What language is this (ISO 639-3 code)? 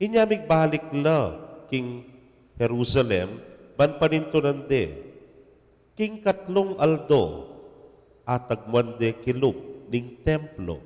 pam